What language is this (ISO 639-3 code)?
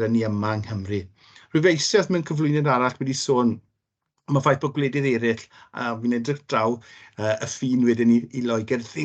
cym